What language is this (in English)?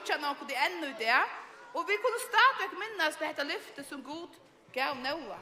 Faroese